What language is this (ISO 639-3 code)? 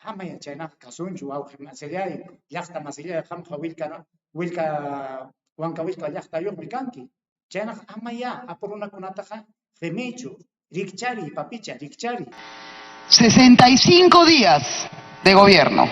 quy